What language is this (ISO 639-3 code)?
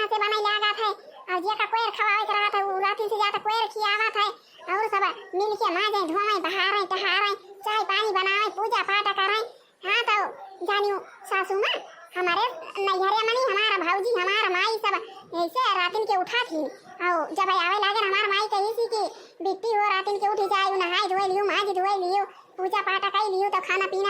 awa